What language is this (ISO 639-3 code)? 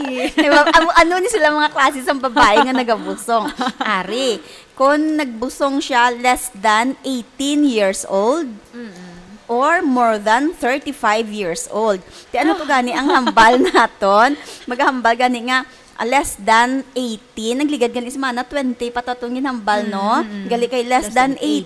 hil